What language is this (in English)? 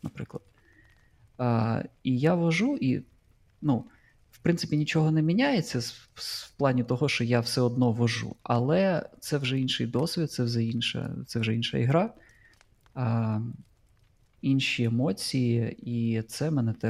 Ukrainian